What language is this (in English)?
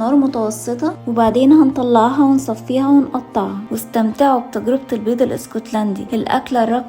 Egyptian Arabic